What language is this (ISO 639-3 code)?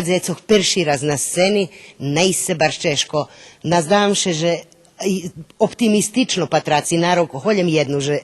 rue